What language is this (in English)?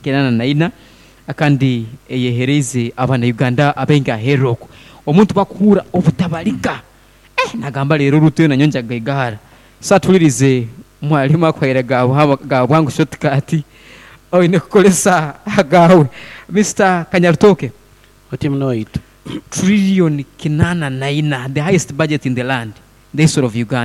Nyoro